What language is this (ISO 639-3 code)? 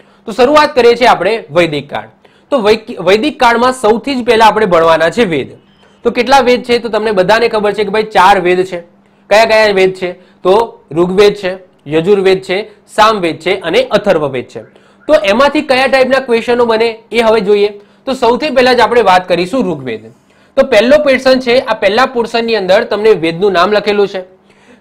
guj